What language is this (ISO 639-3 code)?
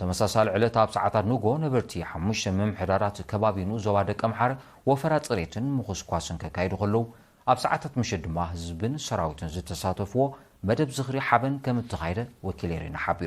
tir